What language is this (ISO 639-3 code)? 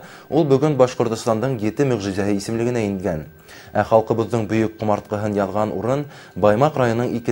bak